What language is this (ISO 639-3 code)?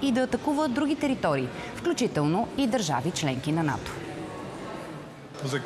bul